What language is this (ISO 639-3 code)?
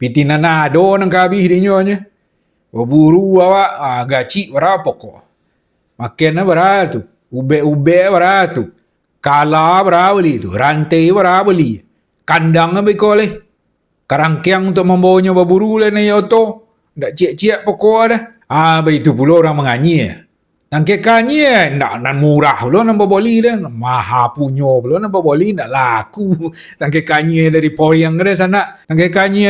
min